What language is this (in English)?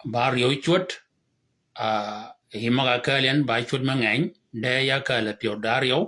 Shilluk